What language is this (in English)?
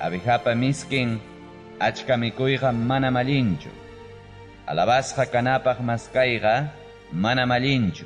Ayacucho Quechua